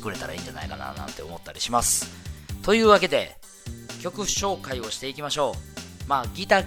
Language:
Japanese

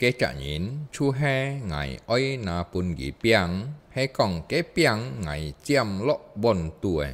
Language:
Hakka Chinese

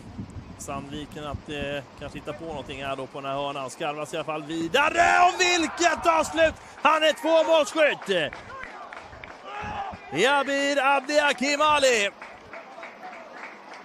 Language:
Swedish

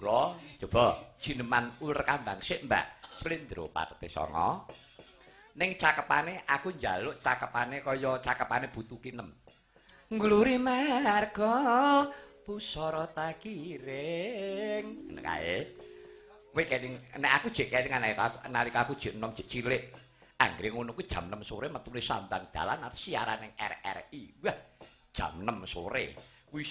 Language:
Javanese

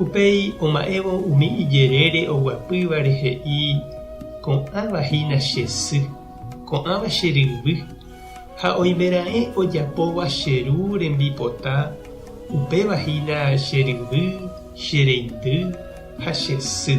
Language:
Guarani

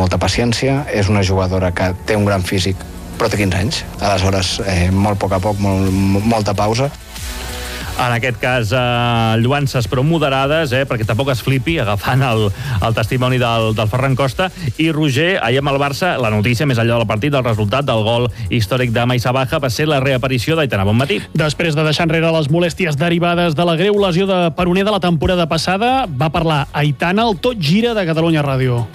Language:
Catalan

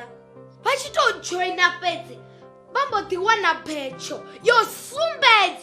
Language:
Venda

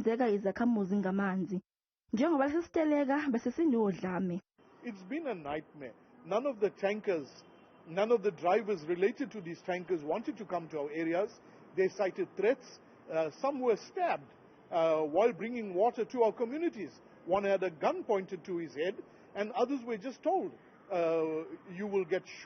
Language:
Zulu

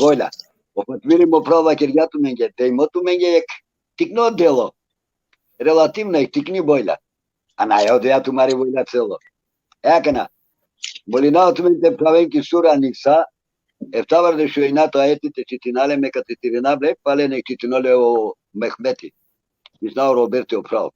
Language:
Balkan Romani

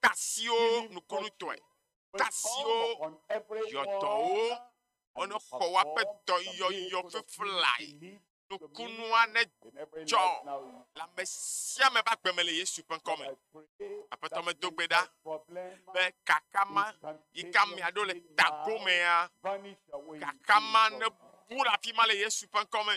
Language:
Ewe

